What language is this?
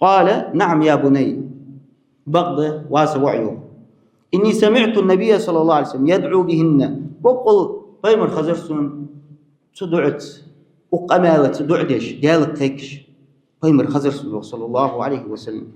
Ingush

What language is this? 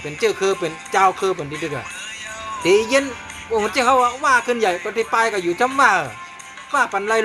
Shan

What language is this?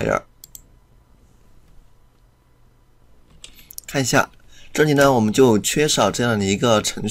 Chinese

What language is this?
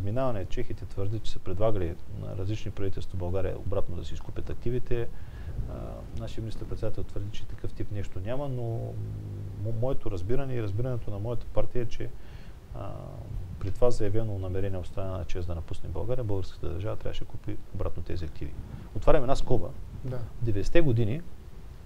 Bulgarian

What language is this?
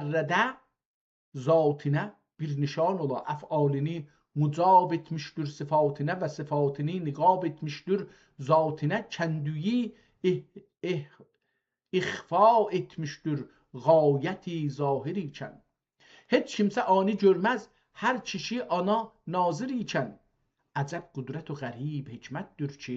South Azerbaijani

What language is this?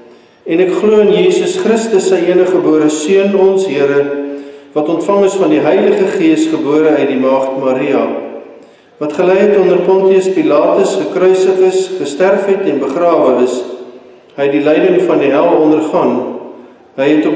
Afrikaans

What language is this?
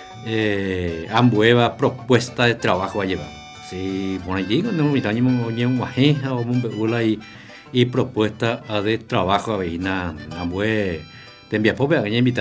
Guarani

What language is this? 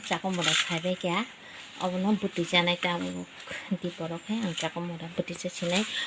Kok Borok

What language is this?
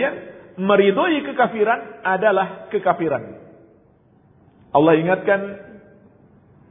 Indonesian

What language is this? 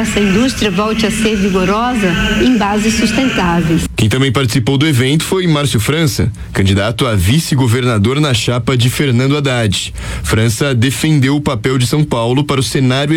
Portuguese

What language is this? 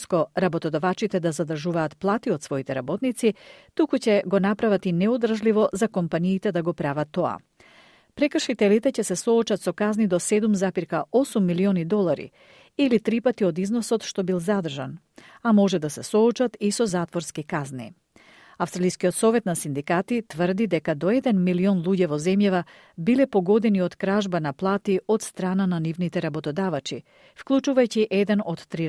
Macedonian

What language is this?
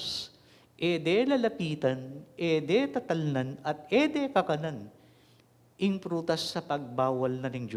Pampanga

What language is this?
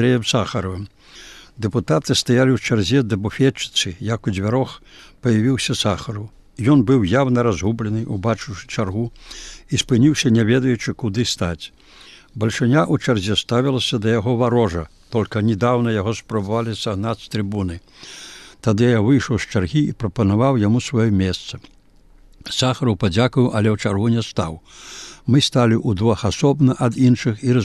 Belarusian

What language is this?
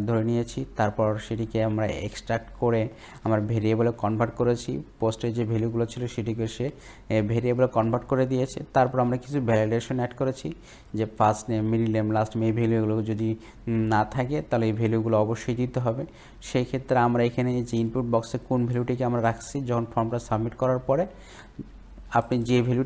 Bangla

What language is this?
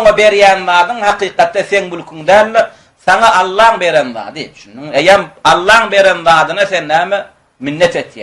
Turkmen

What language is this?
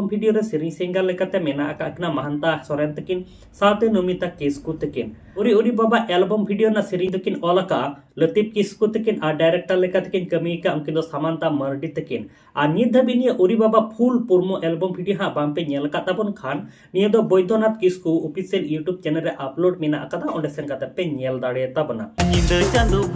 Santali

